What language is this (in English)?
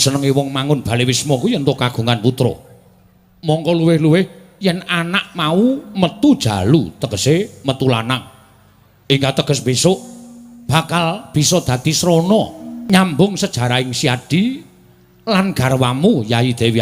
Javanese